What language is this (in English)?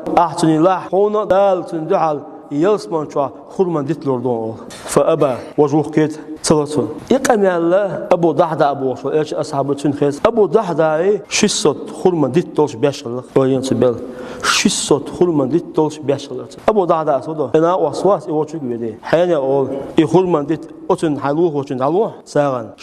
Chechen